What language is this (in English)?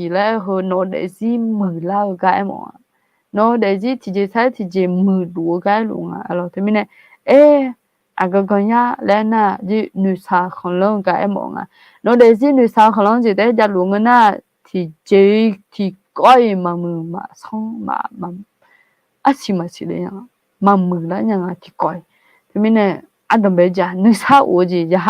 Akha